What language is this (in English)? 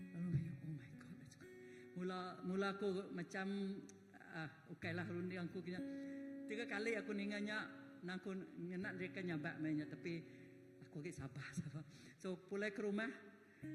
Iban